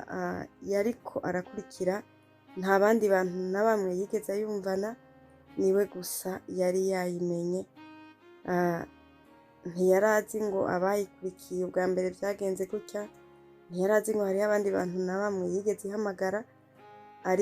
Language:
Rundi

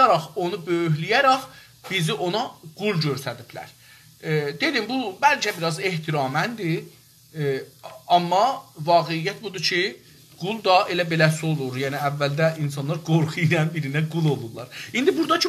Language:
South Azerbaijani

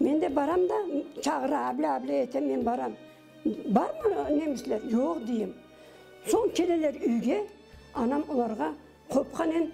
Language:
Crimean Tatar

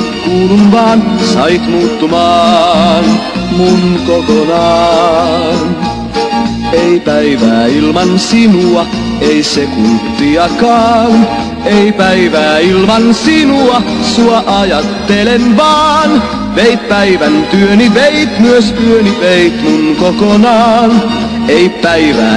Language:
Finnish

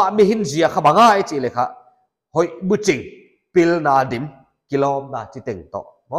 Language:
Paite Chin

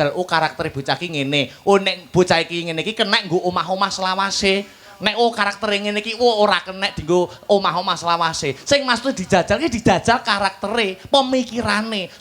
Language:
Javanese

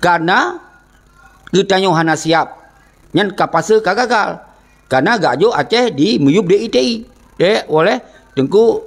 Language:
Achinese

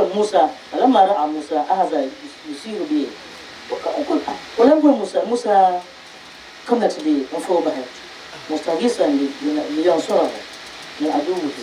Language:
Dagbani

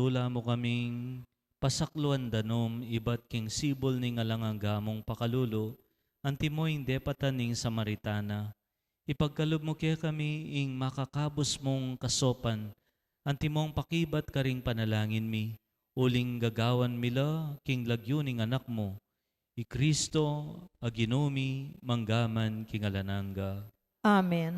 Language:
Pampanga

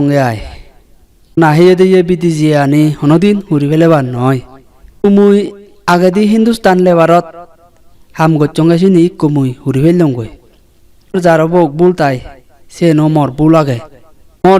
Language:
Chakma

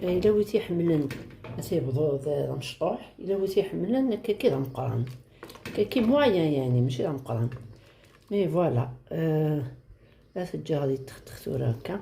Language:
Kabyle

